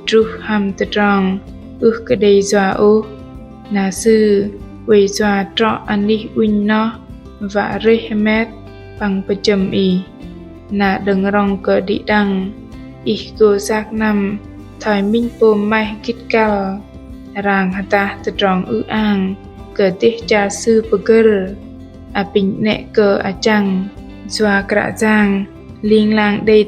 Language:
Bahnar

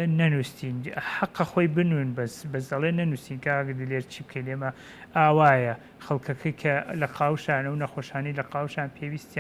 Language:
Central Kurdish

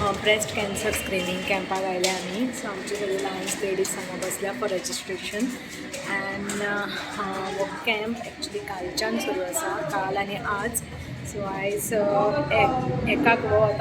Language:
Konkani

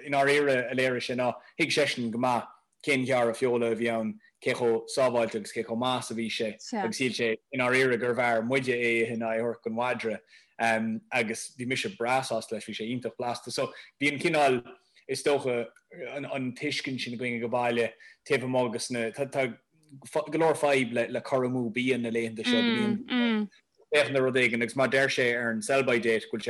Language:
Irish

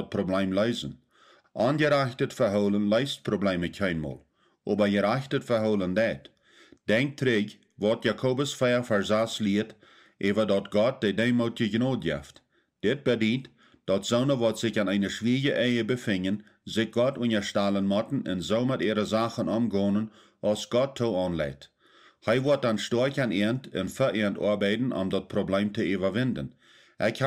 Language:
Plautdietsch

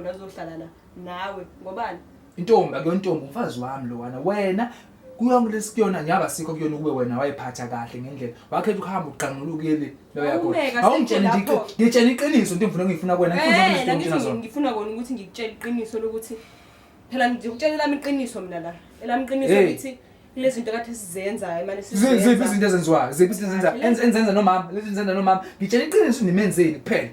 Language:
Zulu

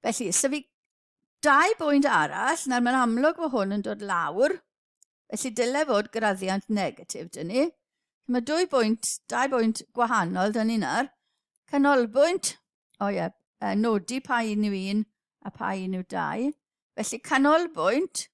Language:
Welsh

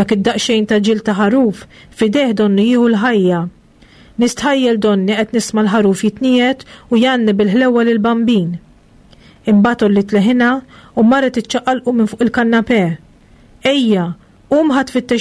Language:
Maltese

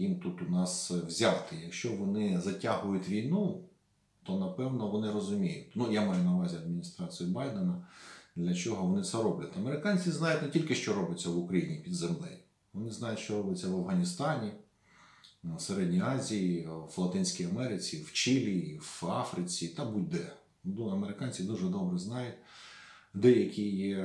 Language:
Ukrainian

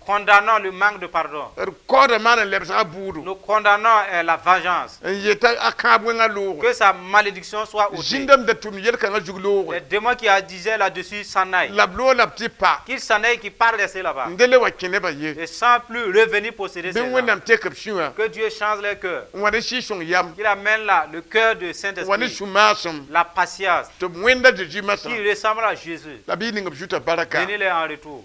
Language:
Mossi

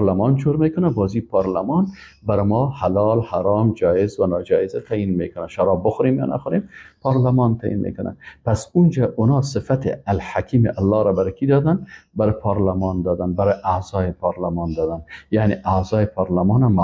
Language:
Persian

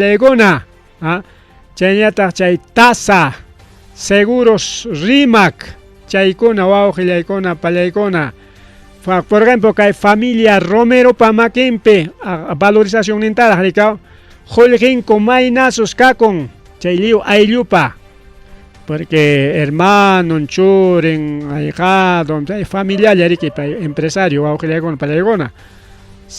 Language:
Ayacucho Quechua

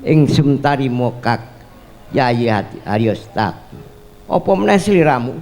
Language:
Javanese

